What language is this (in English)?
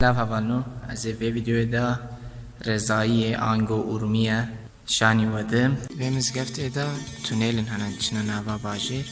Kurdish